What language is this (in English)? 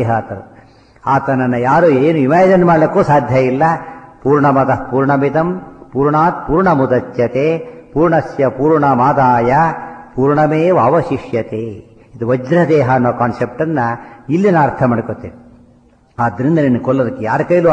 Kannada